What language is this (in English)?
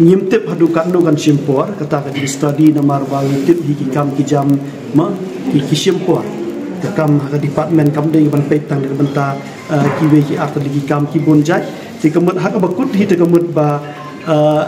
Khasi